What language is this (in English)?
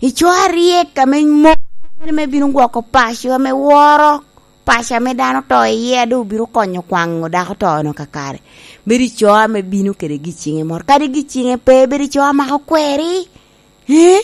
Lango (Uganda)